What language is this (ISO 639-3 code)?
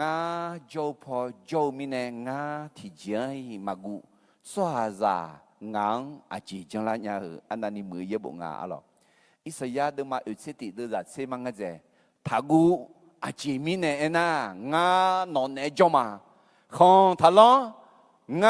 ahk